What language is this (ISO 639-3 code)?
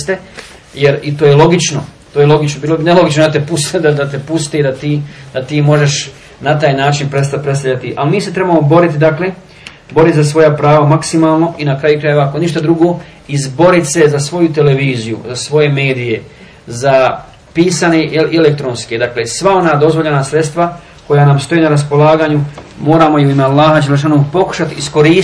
bos